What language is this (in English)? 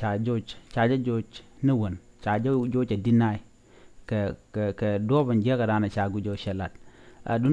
Nuer